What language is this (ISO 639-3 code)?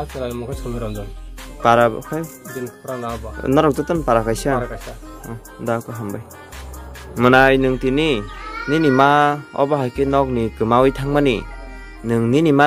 trp